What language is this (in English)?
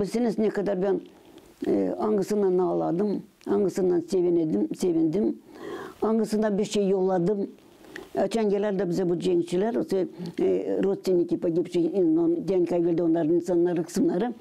Gagauz